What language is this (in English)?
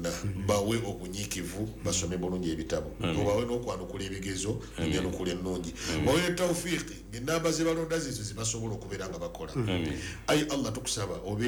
Ganda